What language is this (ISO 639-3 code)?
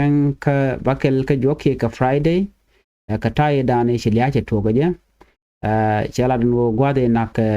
nus